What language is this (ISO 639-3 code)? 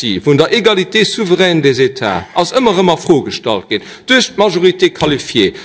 ltz